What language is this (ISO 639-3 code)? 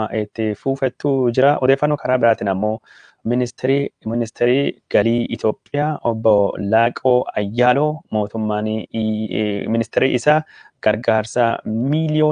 orm